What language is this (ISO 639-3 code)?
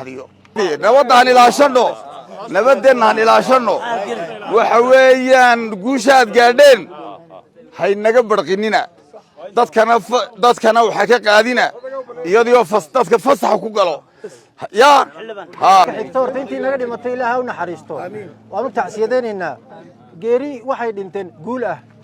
som